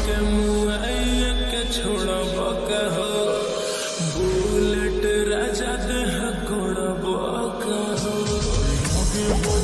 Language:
Bhojpuri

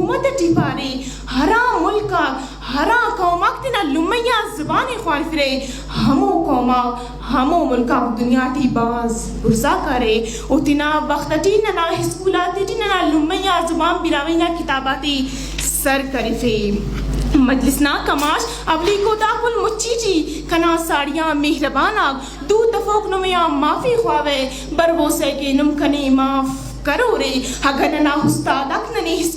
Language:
Brahui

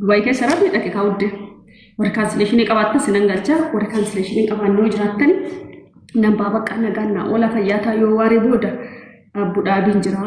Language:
Oromo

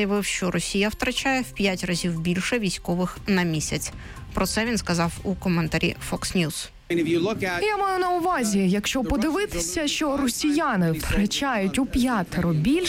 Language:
Ukrainian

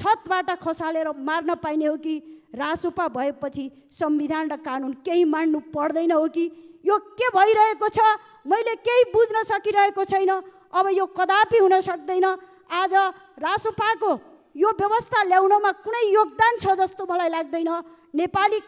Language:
Nepali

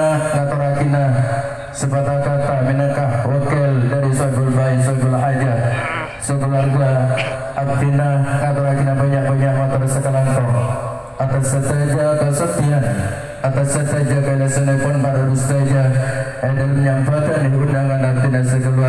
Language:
Madurese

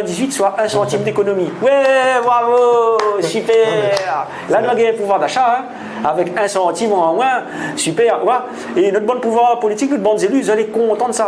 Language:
Réunion Creole French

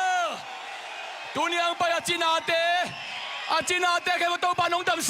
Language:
Tedim Chin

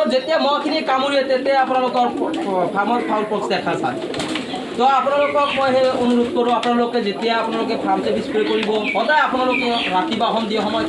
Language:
Assamese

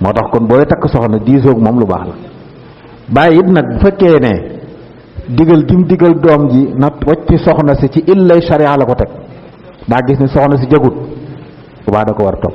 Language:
Wolof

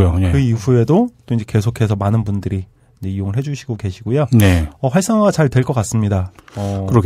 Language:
Korean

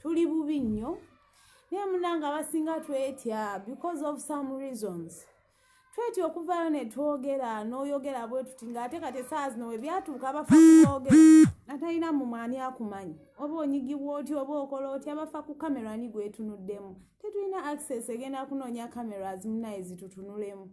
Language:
Ganda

